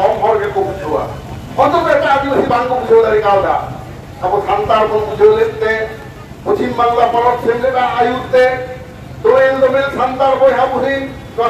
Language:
Santali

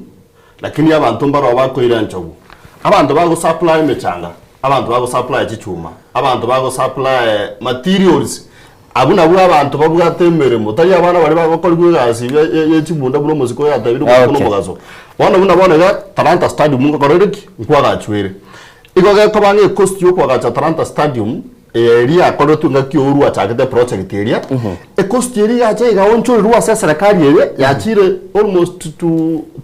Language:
Gusii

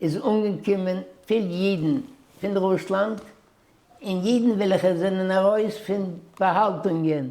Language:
Yiddish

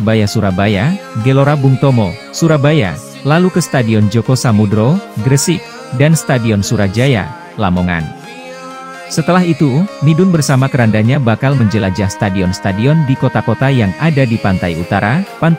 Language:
Indonesian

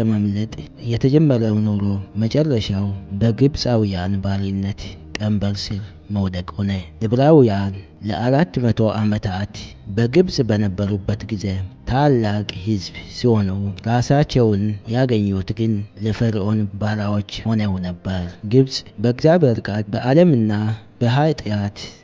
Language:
Amharic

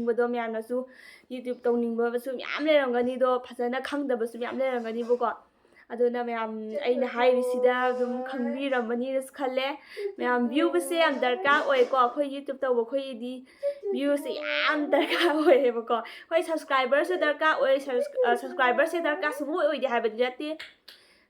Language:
Manipuri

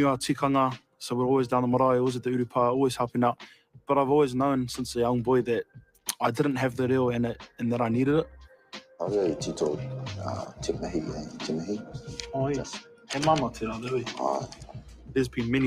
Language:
Māori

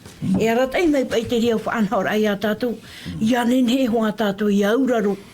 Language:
Tahitian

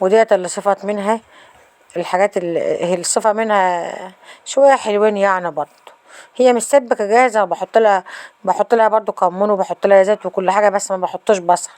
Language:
Egyptian Arabic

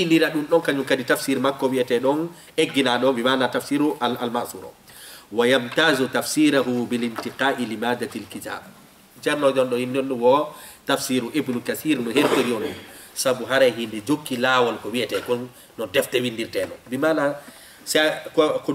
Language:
Fula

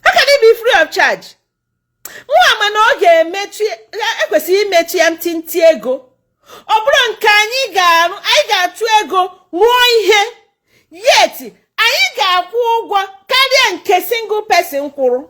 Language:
Igbo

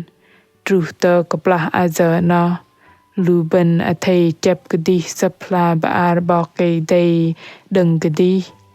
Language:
Bahnar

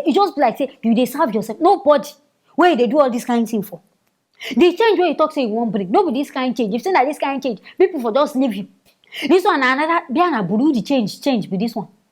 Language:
Nigerian Pidgin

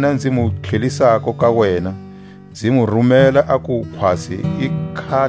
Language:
Tswa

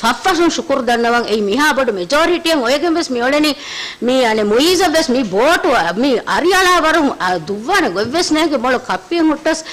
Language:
Divehi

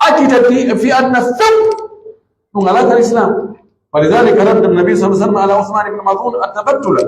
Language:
Pular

